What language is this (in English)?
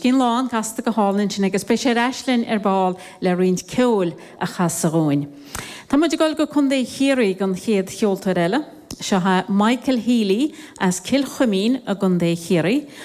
Irish